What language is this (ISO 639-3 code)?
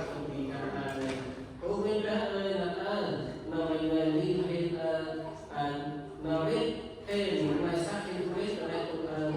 cmo